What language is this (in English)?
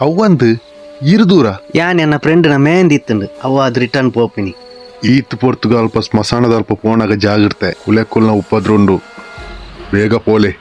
Tulu